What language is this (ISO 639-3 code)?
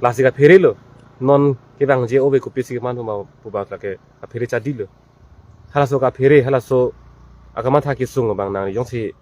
mjw